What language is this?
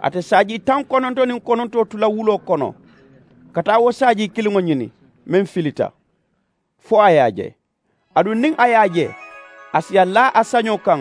Mandingo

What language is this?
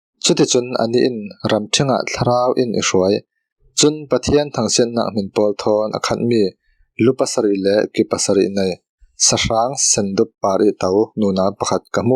Falam Chin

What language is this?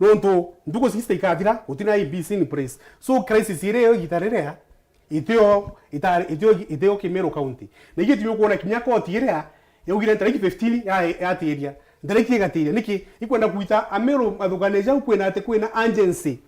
Meru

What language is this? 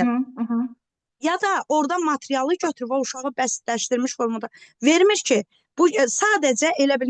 Azerbaijani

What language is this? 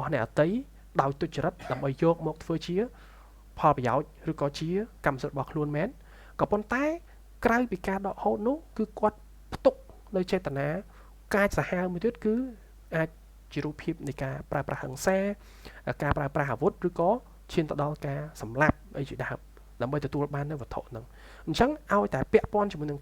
Khmer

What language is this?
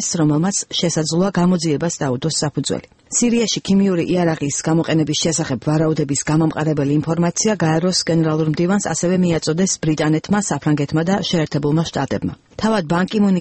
Georgian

